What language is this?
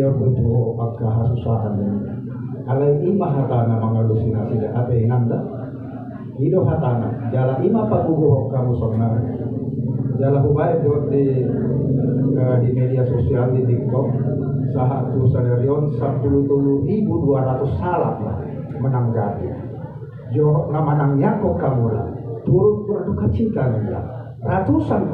Batak Toba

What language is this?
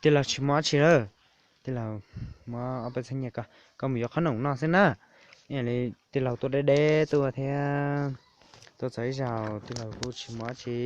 Hmong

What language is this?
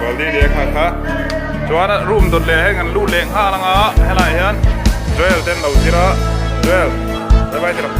Mizo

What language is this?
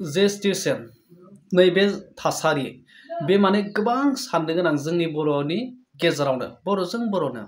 Bodo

